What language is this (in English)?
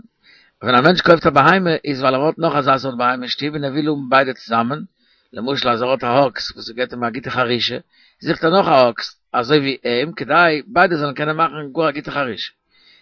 Yiddish